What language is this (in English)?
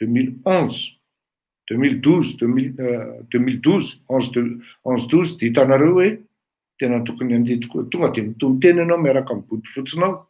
Malagasy